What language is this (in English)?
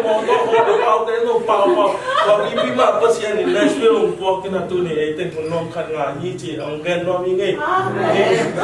Tedim Chin